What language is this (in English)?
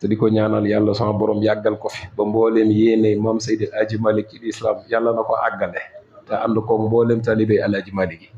Wolof